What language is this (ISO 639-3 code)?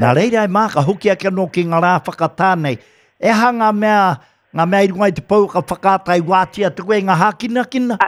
mri